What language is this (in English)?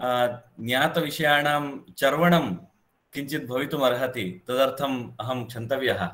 Sanskrit